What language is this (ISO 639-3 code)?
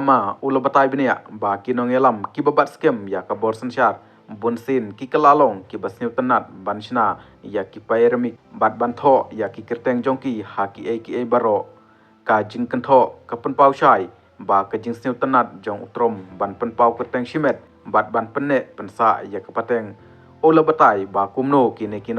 kha